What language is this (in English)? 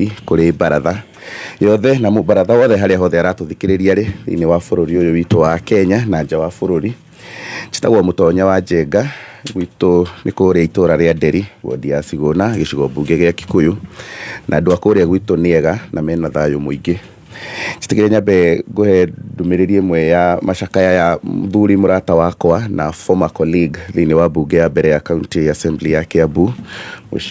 Kikuyu